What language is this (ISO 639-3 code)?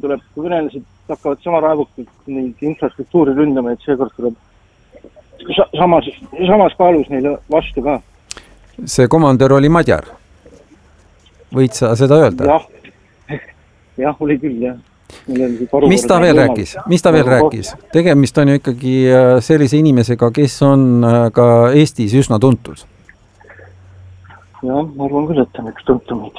est